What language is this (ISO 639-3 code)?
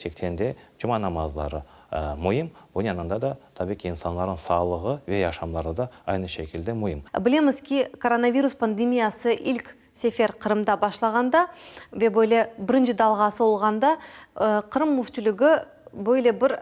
crh